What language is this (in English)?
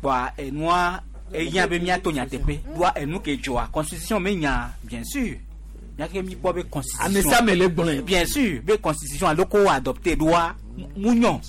Gen